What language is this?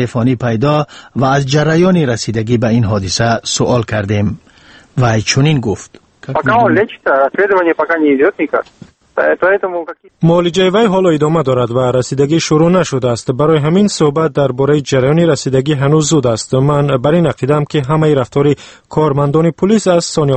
Tajik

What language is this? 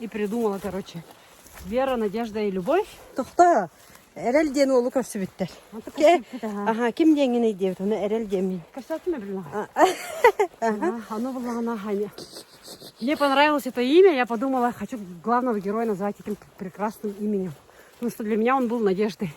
Yakut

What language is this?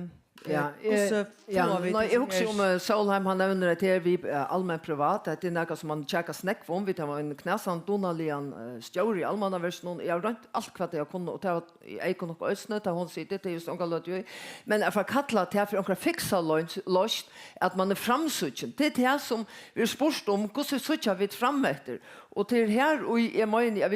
Faroese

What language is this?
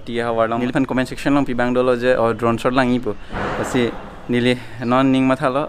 Karbi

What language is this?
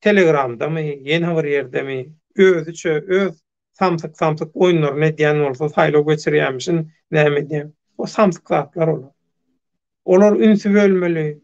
Turkmen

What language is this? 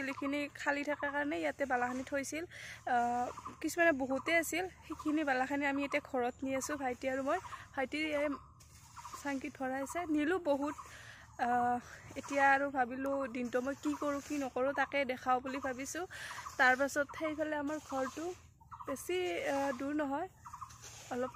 Assamese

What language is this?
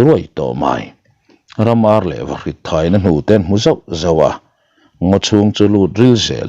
Mizo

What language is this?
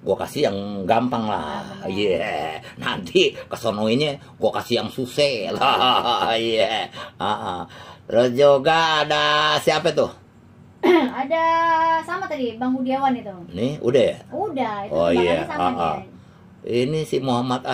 Betawi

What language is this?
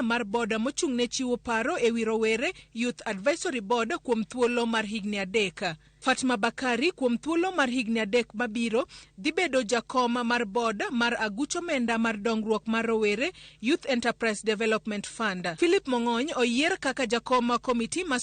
Luo (Kenya and Tanzania)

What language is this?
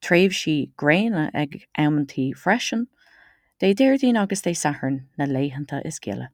Irish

